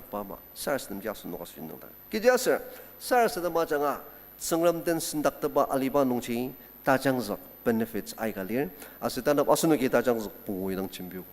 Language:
Ao Naga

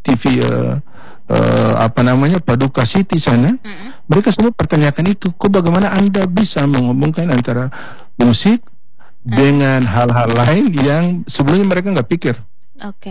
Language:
Indonesian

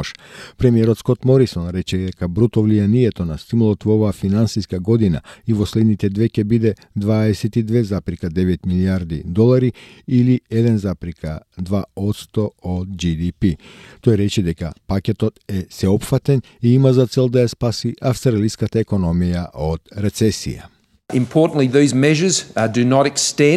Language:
Macedonian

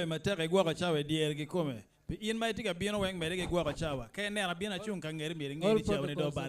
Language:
Acoli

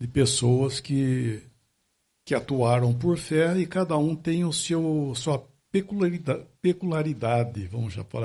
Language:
Portuguese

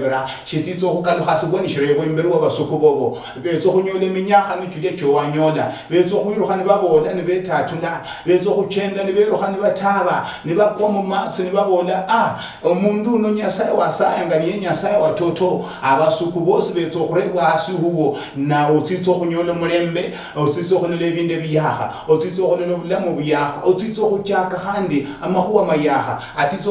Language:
Luyia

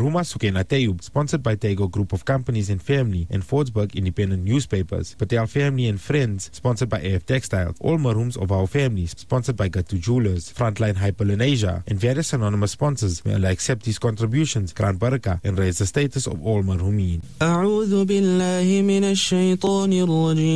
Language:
English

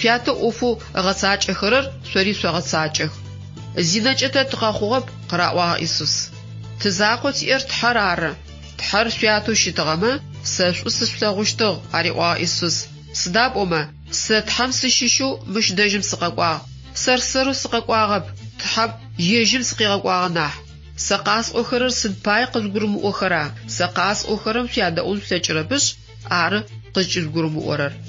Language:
Adyghe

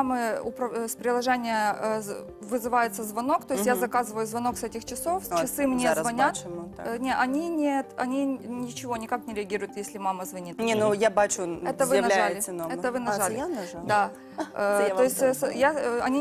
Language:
Ukrainian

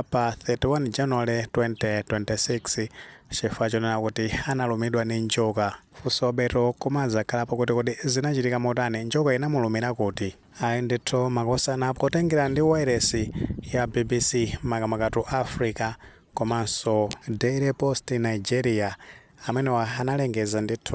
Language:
Nyanja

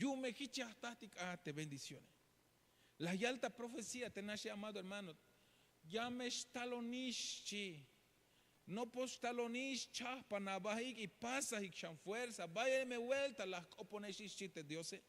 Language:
Tzeltal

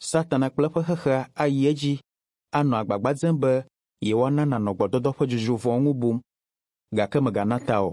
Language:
Ewe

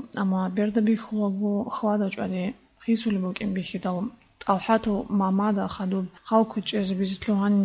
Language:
Avaric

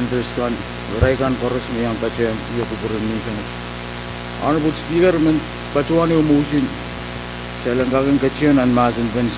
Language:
Pohnpeian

